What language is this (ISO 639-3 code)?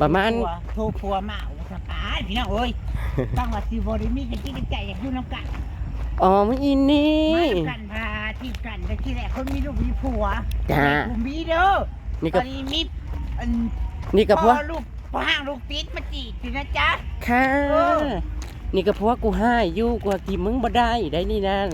tts